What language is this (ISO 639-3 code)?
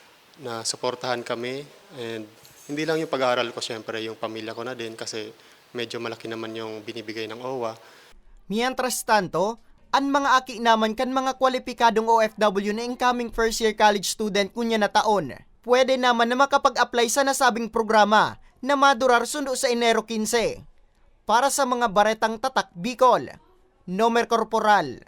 bik